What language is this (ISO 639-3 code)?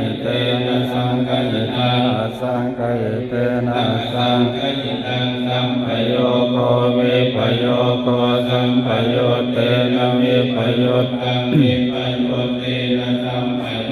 pli